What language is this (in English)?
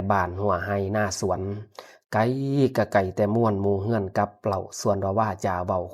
Lao